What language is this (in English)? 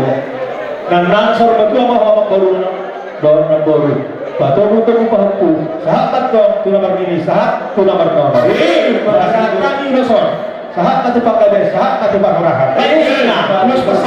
Batak Toba